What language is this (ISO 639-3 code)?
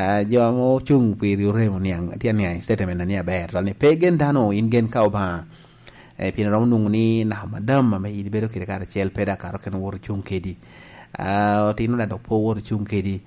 laj